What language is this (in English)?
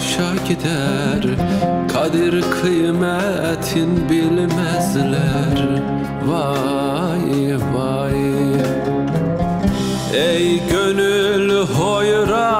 Turkish